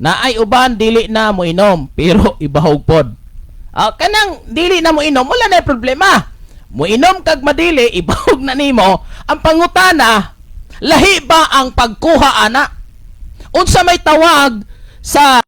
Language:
Cebuano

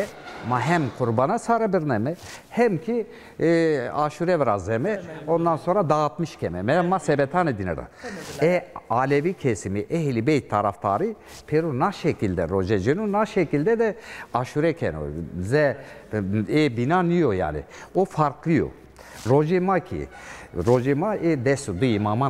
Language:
Zaza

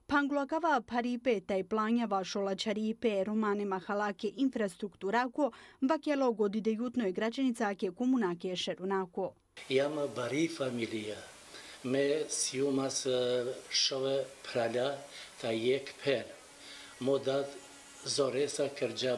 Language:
Bosnian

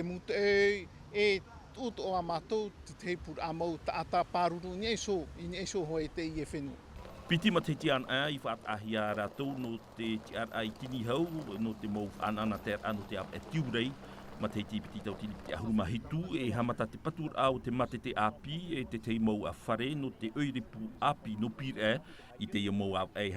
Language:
Tahitian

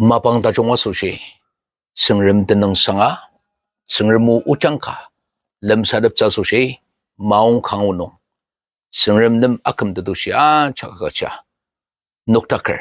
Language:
Ao Naga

